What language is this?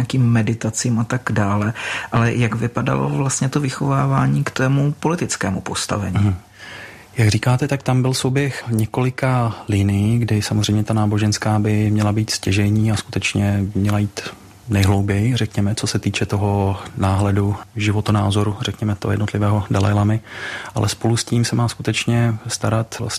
Czech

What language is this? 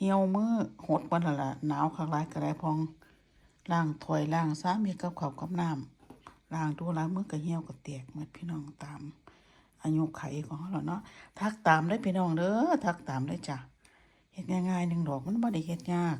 Lao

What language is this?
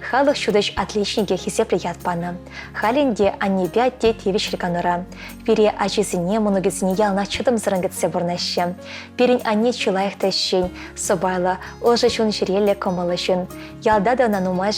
Chuvash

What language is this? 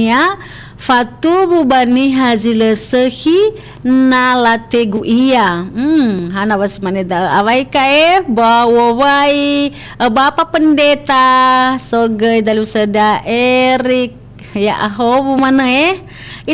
Nias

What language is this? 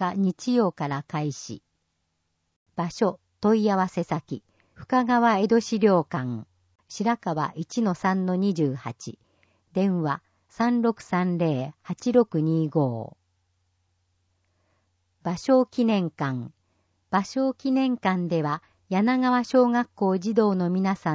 Japanese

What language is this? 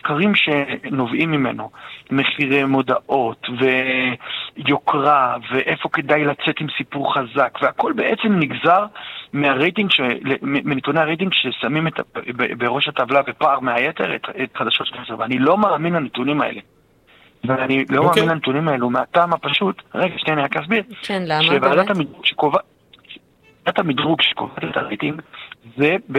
Hebrew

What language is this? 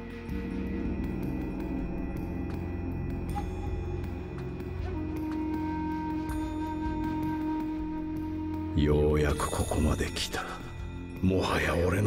Japanese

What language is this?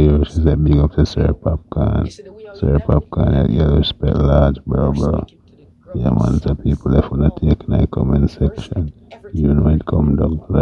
Jamaican Creole English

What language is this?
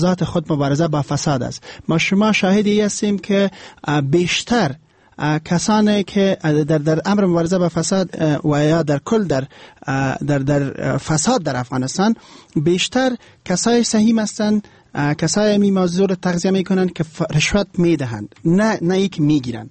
Persian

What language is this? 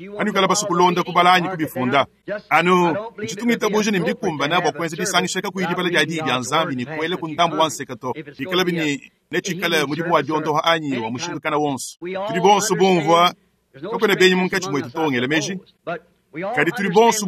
Luba-Lulua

